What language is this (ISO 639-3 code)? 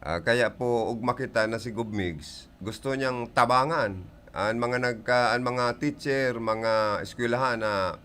bik